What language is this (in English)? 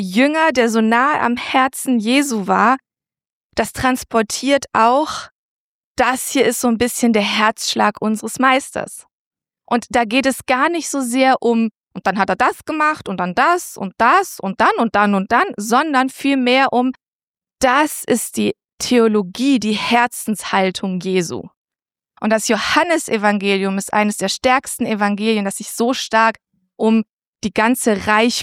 German